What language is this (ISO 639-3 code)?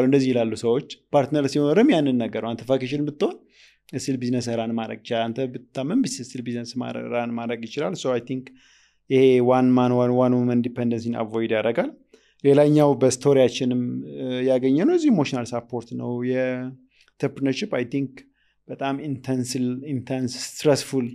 amh